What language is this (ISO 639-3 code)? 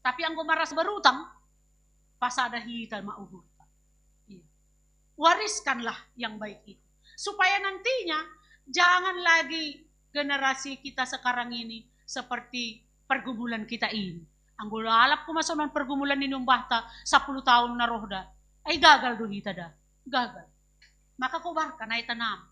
bts